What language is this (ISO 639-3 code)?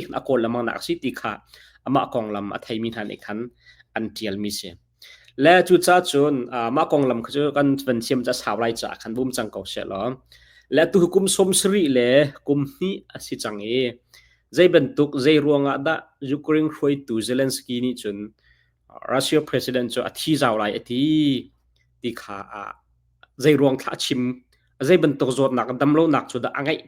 cnh